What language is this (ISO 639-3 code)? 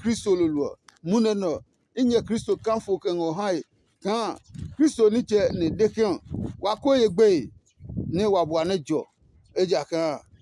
ada